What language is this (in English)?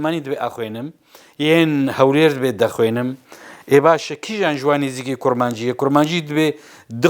Kurdish